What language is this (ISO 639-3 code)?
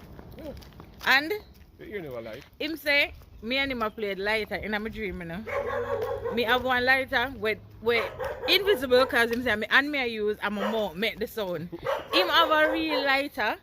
jam